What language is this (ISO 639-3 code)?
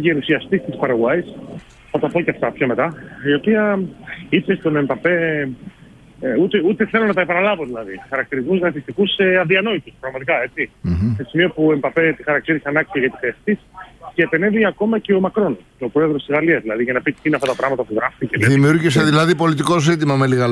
ell